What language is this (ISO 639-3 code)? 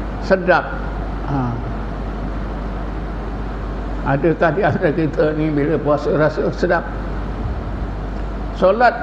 msa